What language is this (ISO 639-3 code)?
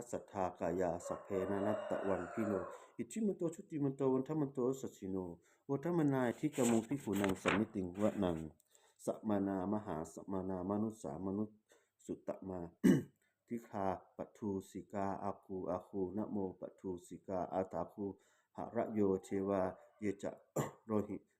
pli